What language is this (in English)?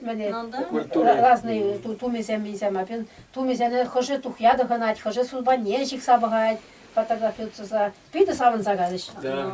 Chuvash